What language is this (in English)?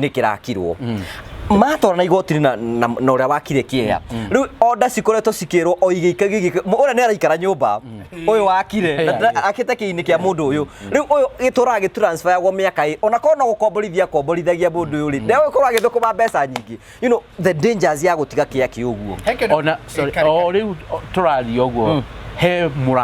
Kikuyu